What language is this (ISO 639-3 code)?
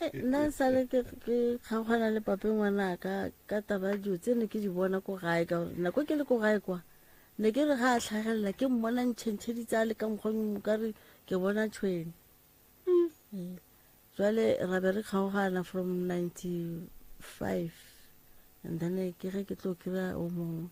nso